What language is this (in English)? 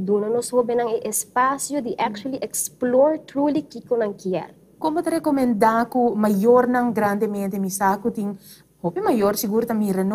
Papiamento